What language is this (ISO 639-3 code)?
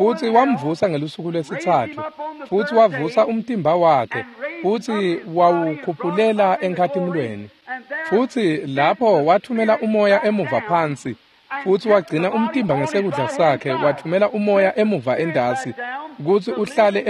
ssw